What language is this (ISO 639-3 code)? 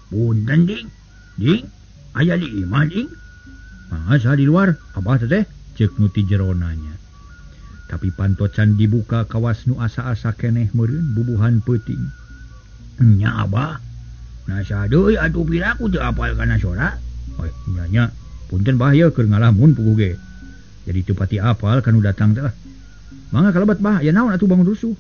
sun